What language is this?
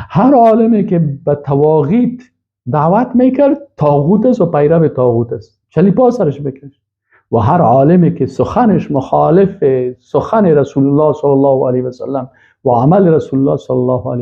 Persian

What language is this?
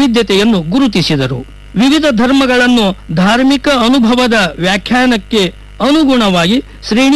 Kannada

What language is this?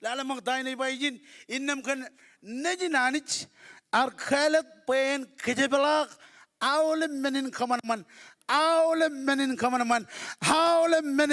Marshallese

